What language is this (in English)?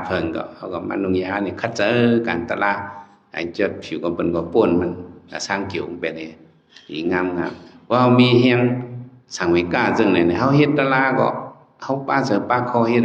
Shan